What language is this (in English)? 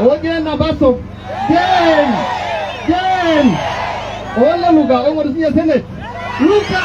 Masai